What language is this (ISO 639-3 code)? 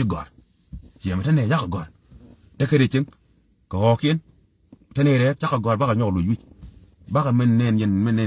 nus